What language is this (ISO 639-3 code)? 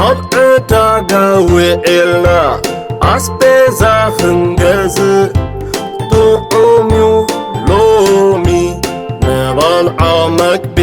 tir